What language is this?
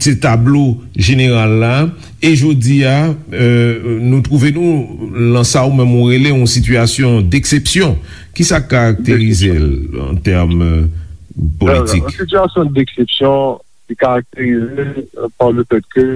Haitian Creole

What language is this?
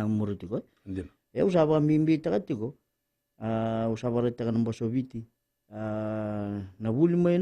Fijian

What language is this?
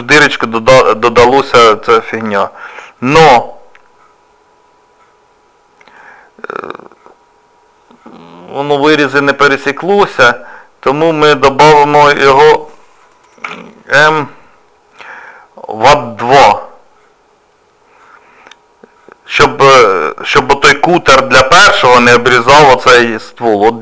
Ukrainian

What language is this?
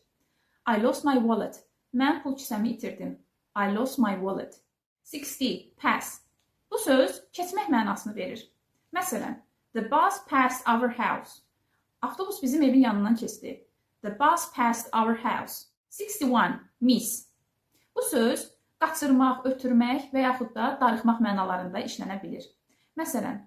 Azerbaijani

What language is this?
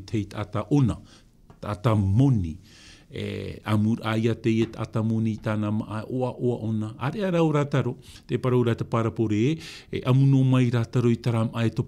Tahitian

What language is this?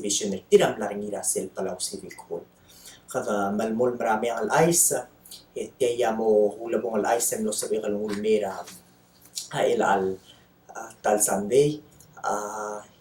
Palauan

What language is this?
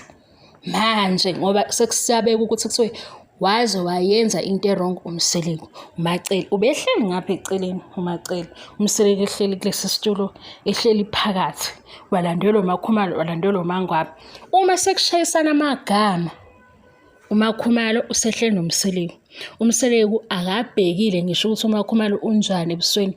Zulu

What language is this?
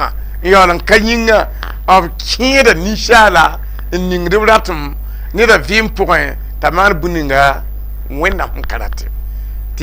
Mossi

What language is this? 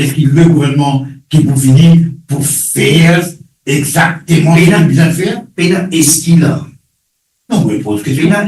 Morisyen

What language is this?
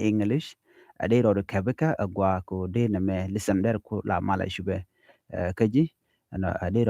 Nuer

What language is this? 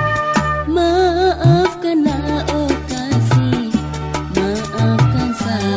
Malay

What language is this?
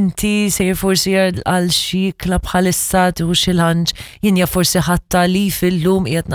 Maltese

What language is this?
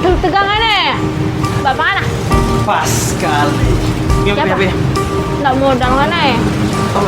Manado Malay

